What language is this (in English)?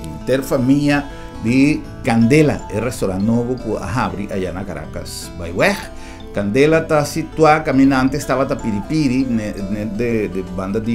Papiamento